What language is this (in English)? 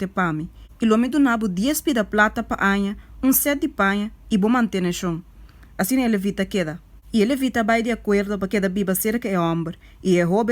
Papiamento